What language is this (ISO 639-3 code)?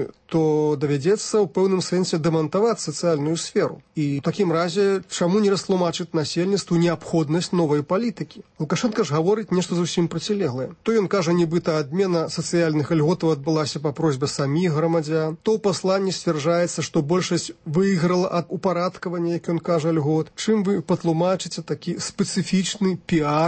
bel